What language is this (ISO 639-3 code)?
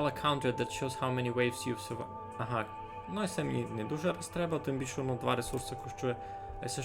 rue